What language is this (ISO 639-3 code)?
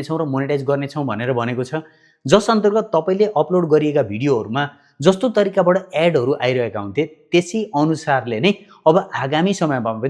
nep